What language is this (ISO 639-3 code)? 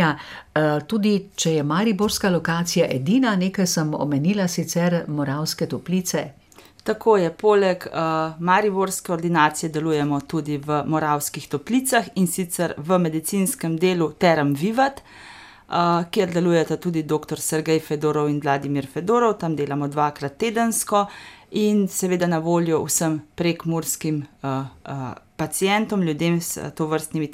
slv